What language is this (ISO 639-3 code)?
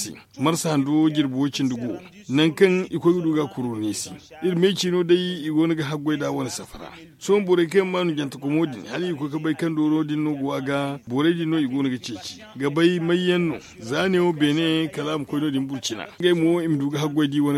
dje